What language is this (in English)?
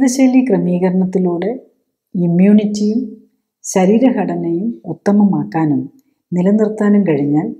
Malayalam